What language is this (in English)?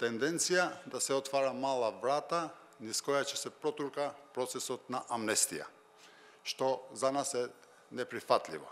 Macedonian